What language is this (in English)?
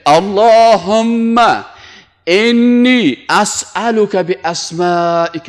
Persian